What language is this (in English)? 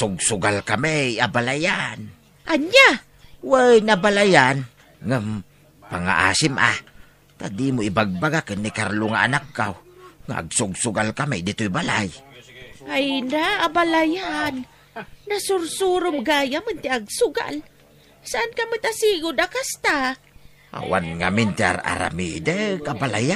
Iloko